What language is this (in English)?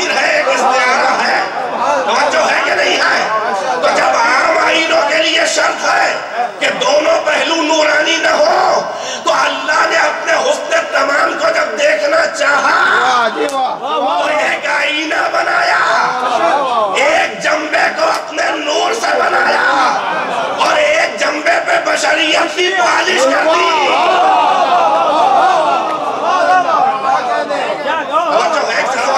Urdu